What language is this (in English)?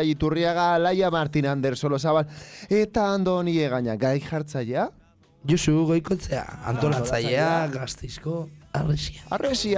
Basque